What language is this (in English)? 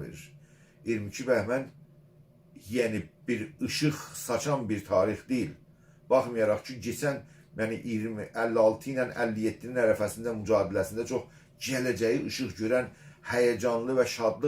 South Azerbaijani